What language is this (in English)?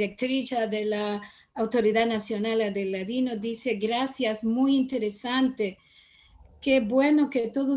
Ladino